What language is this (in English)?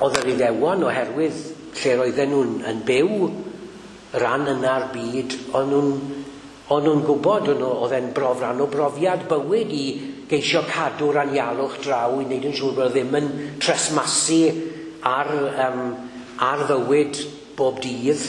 Welsh